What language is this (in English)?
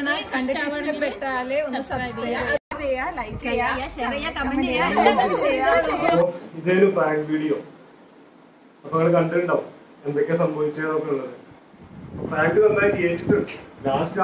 Malayalam